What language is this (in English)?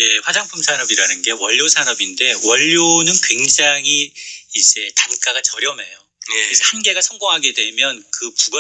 Korean